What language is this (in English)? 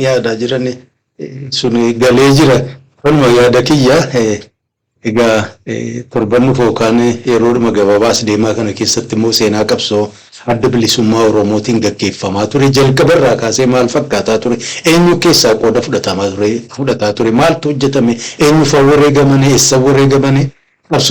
Oromo